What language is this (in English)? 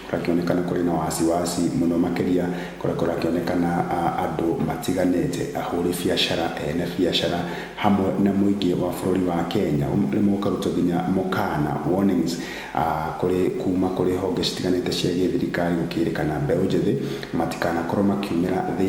Kikuyu